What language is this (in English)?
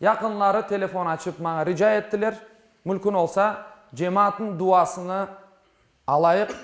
Crimean Tatar